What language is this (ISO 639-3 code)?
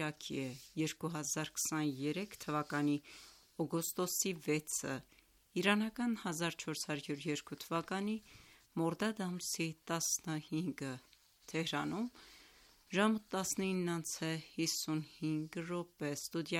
hye